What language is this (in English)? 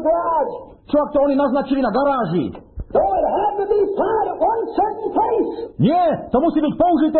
Slovak